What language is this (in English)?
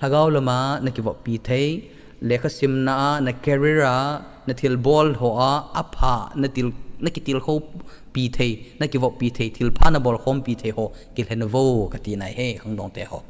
Thado Chin